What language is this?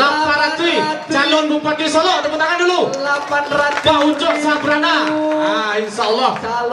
Minangkabau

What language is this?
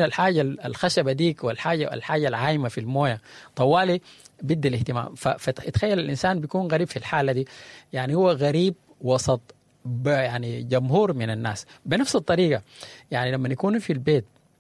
Sudanese Arabic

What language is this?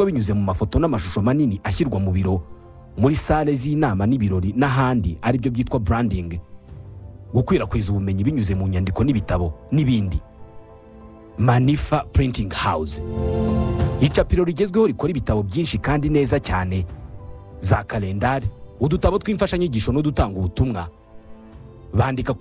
Kinyarwanda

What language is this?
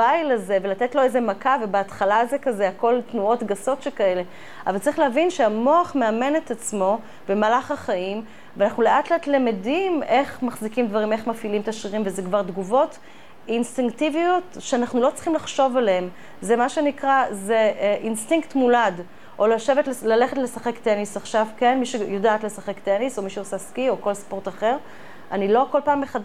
Hebrew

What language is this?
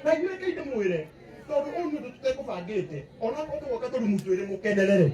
Kikuyu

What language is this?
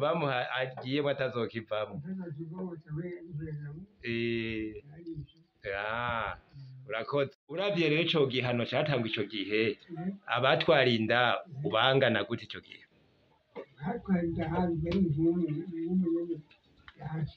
Rundi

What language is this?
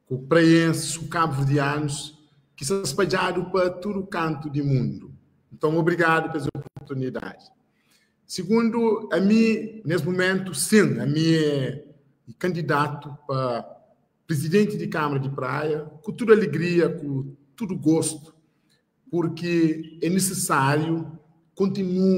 Kabuverdianu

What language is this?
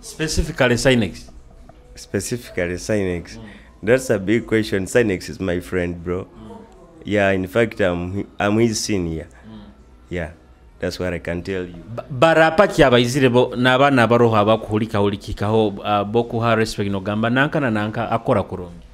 Nyoro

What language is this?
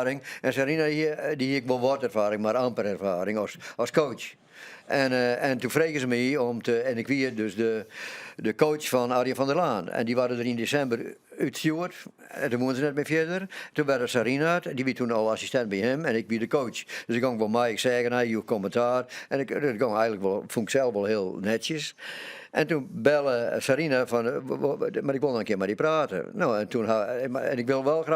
Western Frisian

